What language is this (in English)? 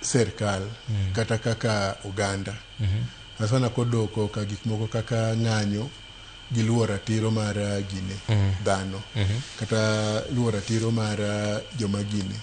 Luo (Kenya and Tanzania)